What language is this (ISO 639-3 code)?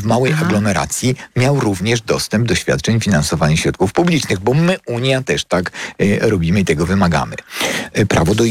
pol